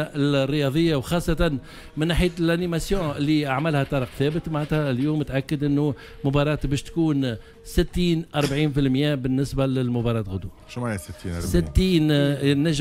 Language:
Tunisian Arabic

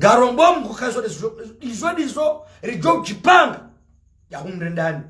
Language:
Ngazidja Comorian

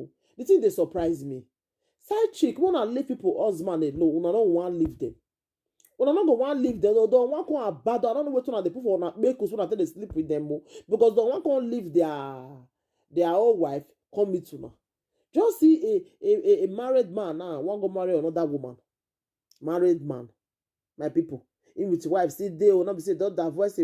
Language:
Nigerian Pidgin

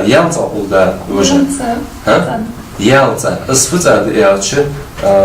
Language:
Ingush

